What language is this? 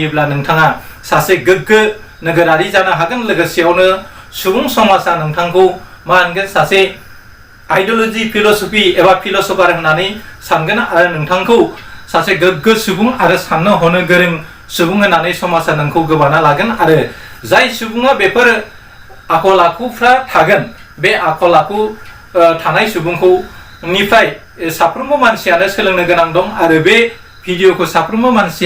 Bodo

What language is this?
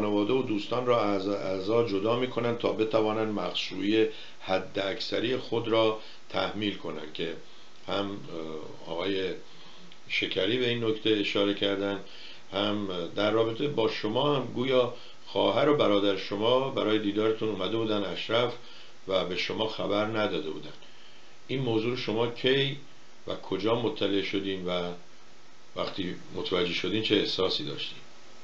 Persian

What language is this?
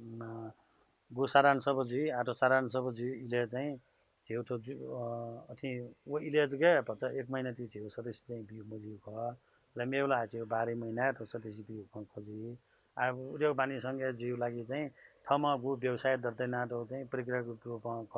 Newari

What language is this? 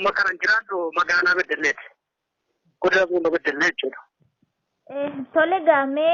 Oromo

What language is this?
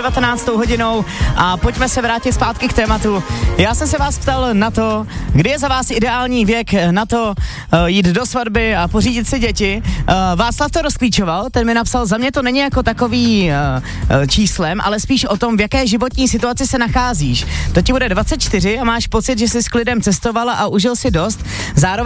Czech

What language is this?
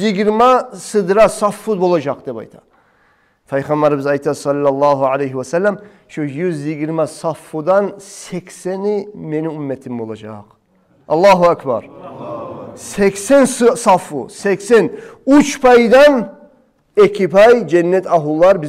Kumyk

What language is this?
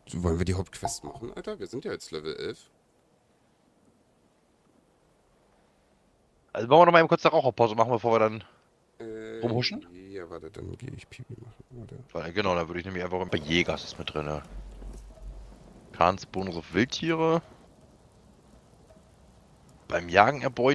German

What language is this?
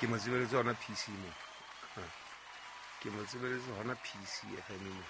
Southern Sotho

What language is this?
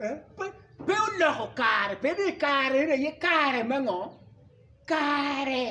Acoli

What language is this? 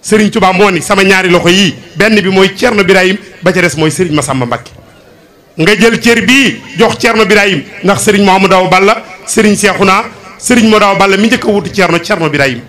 Wolof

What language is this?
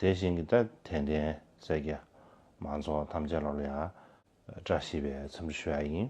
Tibetan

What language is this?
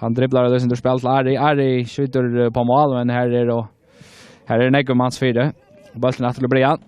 Faroese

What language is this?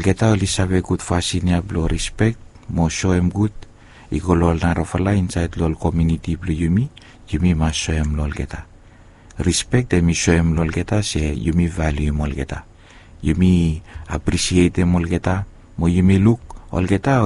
Bislama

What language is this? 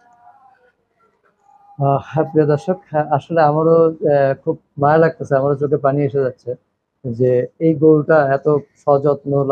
Bangla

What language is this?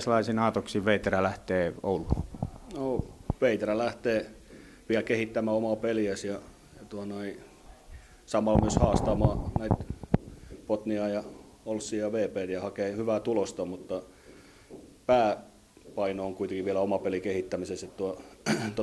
Finnish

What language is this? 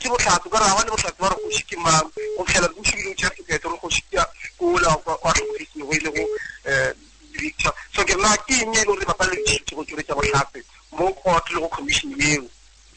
Northern Sotho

